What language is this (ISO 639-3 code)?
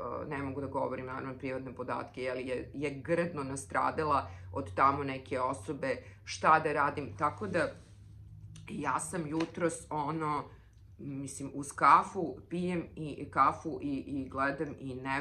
srp